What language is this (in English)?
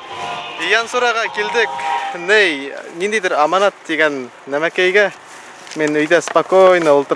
Bashkir